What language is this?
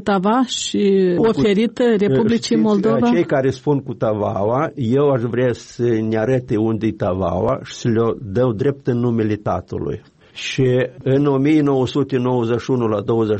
Romanian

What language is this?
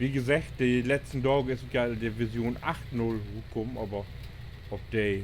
Low German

